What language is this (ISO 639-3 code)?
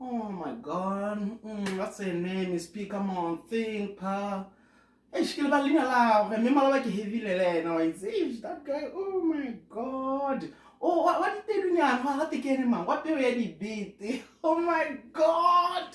tsn